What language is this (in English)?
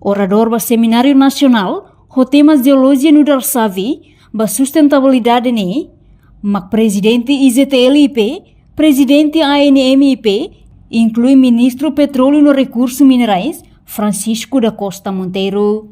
Tetum